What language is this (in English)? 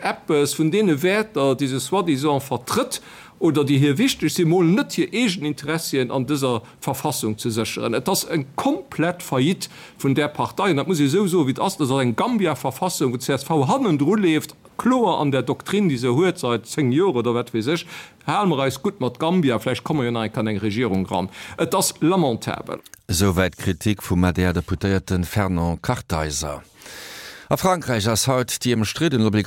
Luxembourgish